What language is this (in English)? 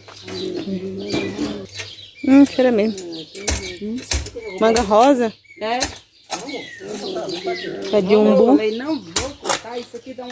Portuguese